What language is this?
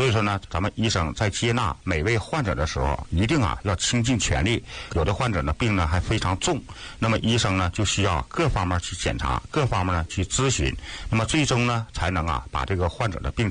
Chinese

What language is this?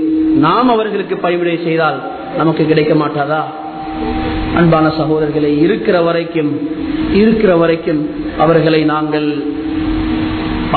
Tamil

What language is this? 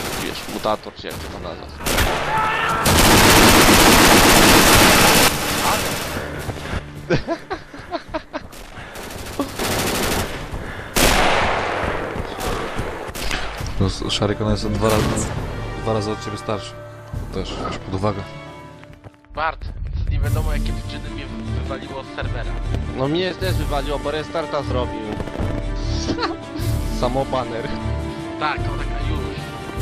Polish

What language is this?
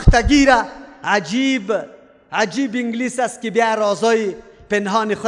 Persian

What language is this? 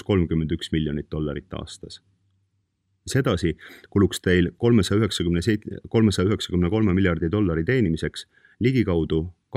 Estonian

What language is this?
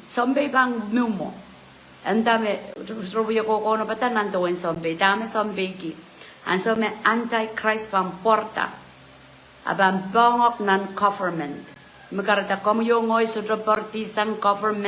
Pohnpeian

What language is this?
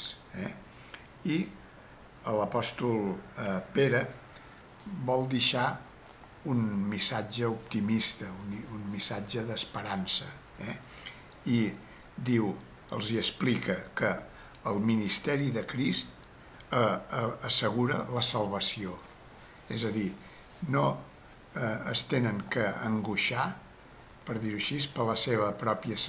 Catalan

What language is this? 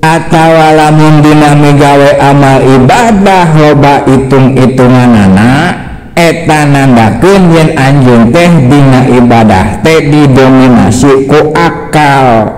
Sundanese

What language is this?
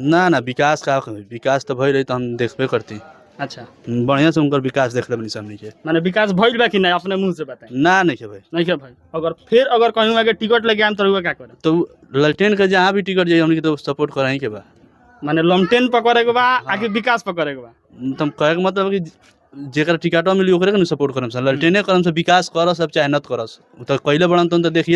Bhojpuri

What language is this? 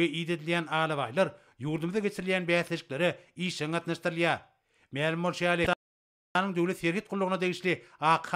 Turkmen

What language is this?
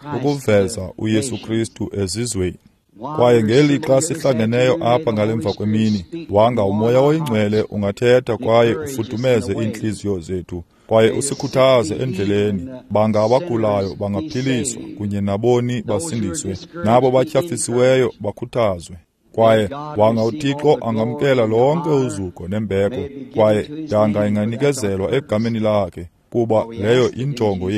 Xhosa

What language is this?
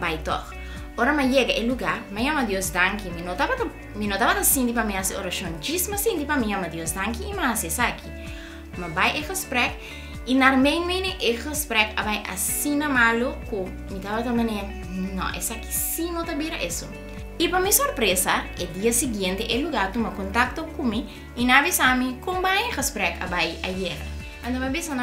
Papiamento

